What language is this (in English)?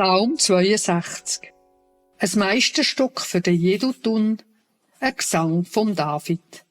Swiss German